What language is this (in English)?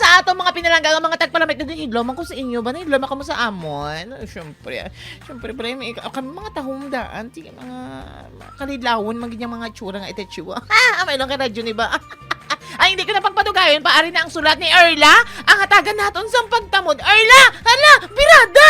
Hiligaynon